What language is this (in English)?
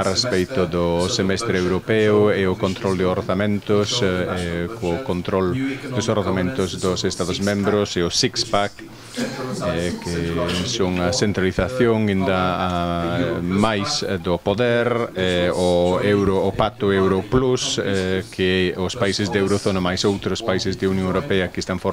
Galician